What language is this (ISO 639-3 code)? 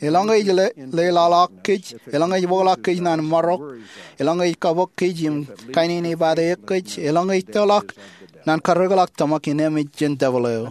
mah